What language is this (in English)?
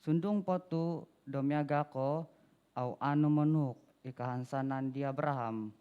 Central Dusun